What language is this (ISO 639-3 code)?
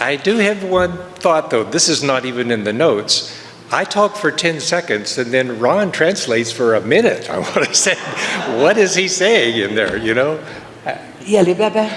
lis